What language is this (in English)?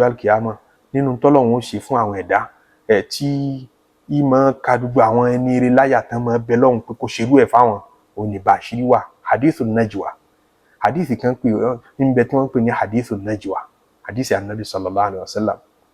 Yoruba